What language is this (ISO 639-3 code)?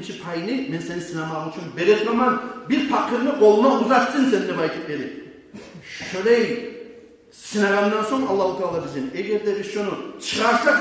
kum